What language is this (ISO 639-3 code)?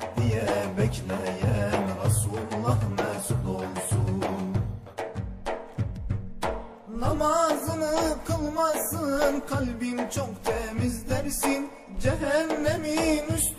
tur